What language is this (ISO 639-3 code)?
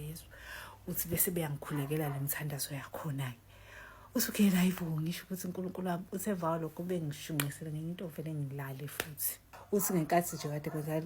zul